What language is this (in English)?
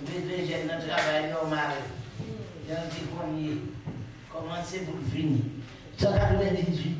Haitian Creole